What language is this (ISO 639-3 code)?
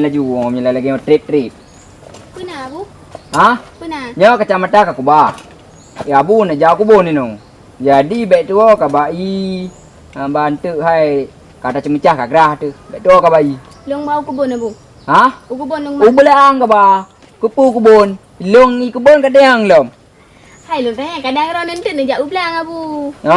ace